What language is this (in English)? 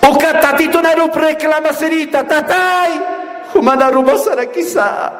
Aymara